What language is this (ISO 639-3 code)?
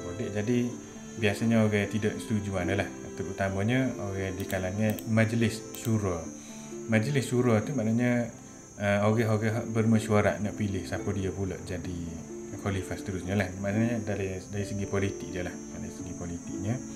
msa